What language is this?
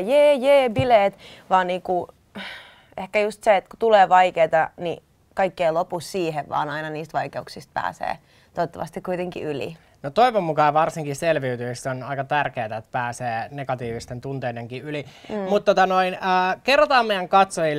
Finnish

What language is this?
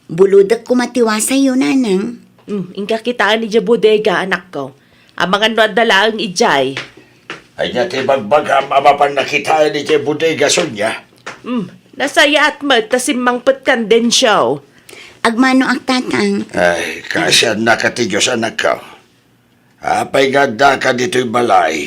Iloko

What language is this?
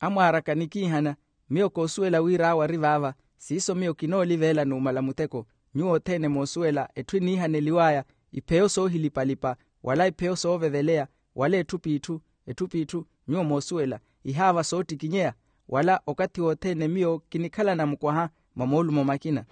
Makhuwa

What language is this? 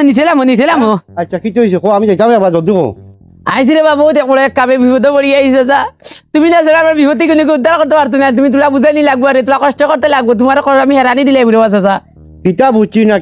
Sylheti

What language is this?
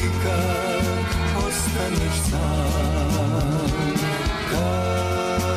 Serbian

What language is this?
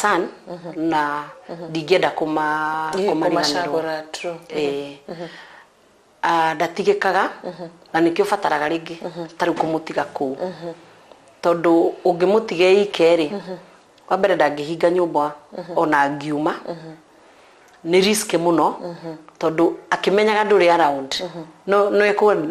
Kikuyu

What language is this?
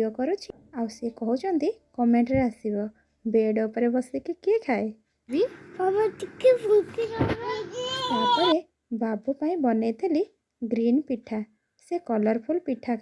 Odia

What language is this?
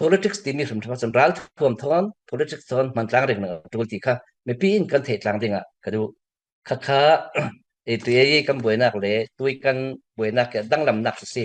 Falam Chin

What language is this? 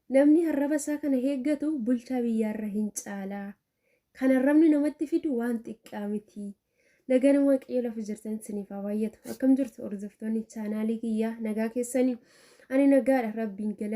Oromo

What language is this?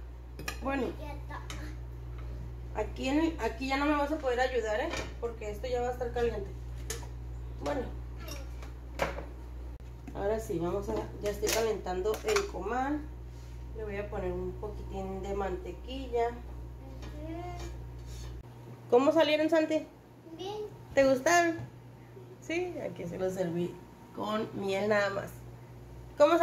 Spanish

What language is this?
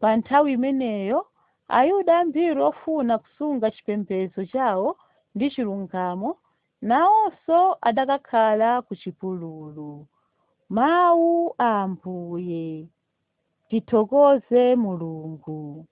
Nyanja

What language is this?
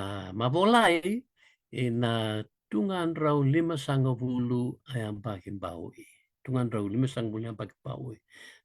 Fijian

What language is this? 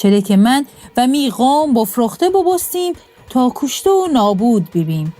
Gilaki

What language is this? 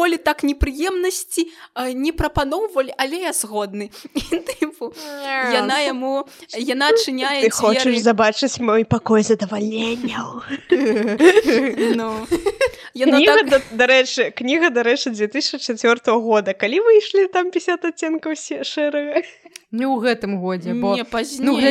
Belarusian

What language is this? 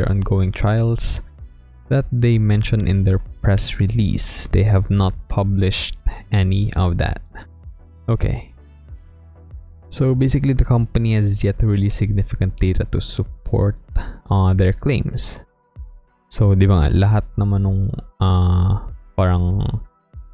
Filipino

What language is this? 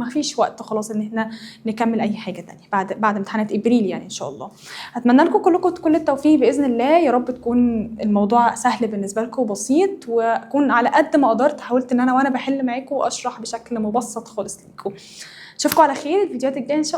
Egyptian Arabic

